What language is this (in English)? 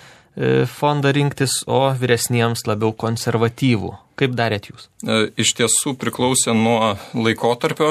Lithuanian